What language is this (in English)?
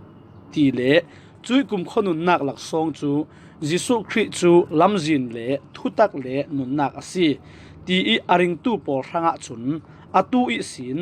Falam Chin